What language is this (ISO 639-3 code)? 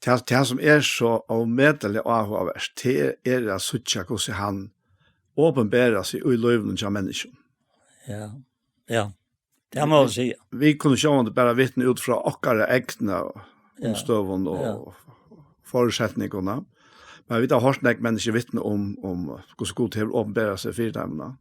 fao